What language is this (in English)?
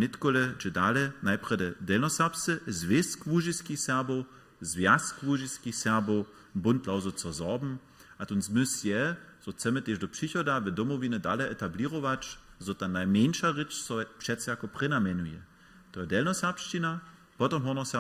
Upper Sorbian